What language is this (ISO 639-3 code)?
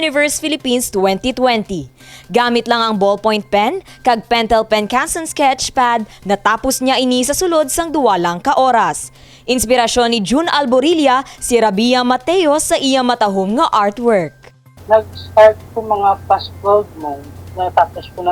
hil